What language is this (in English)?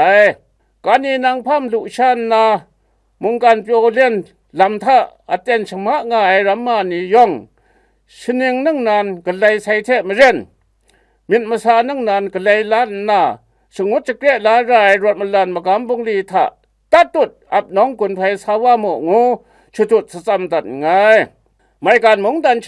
Kachin